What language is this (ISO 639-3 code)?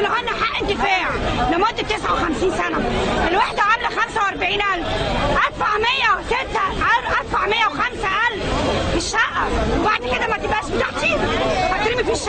arz